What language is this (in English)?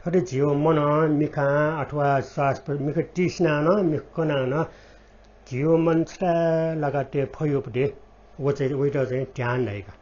Newari